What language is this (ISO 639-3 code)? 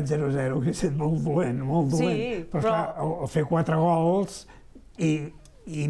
cat